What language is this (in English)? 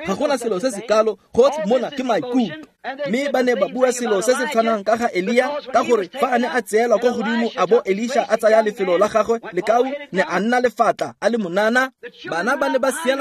Tswana